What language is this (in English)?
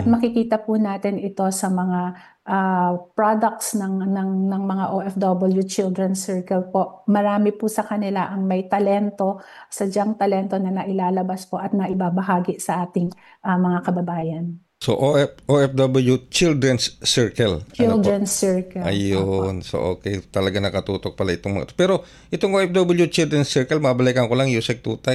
Filipino